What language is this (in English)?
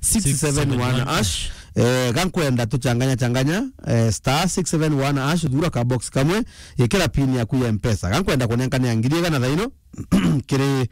Meru